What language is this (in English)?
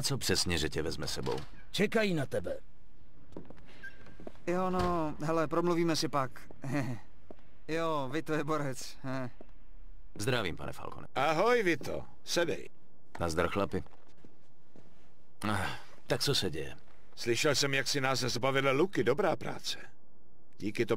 Czech